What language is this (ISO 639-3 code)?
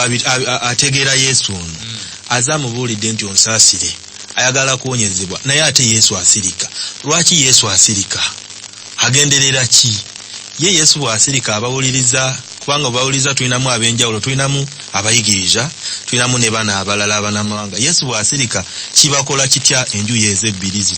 lug